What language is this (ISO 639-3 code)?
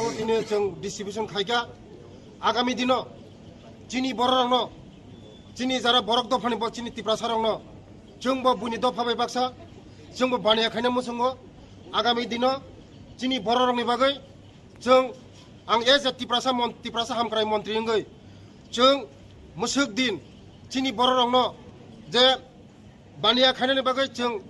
trp